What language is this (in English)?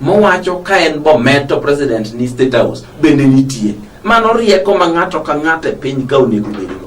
Luo (Kenya and Tanzania)